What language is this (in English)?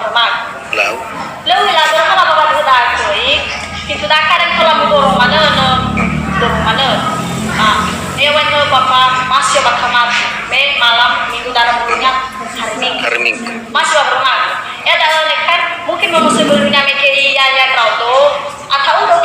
Nias